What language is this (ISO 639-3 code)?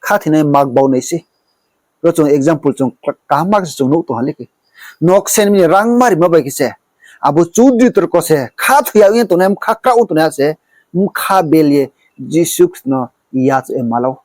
ria